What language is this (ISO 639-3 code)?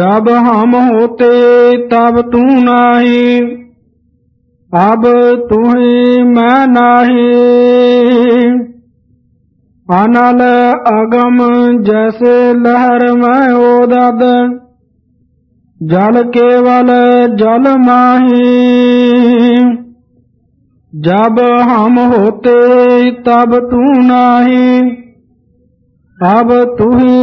pan